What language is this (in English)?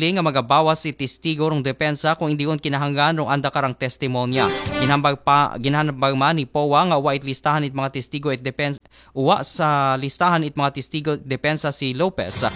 Aklanon